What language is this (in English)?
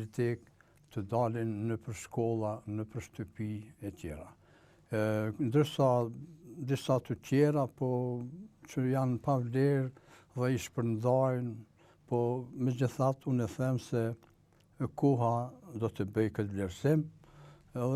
Albanian